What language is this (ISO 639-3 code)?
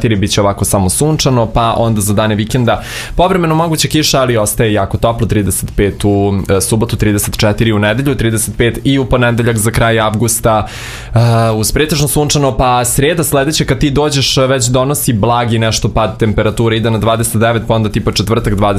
srp